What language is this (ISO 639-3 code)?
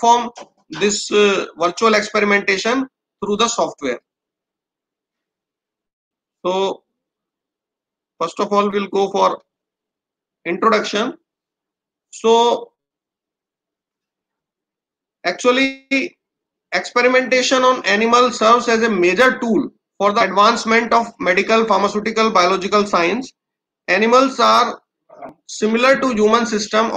eng